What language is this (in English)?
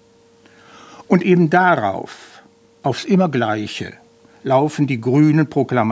German